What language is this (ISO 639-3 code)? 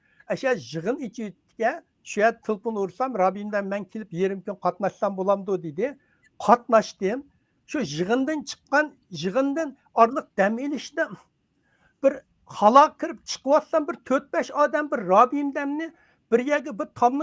uig